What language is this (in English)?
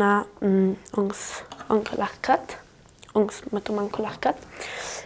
Ladin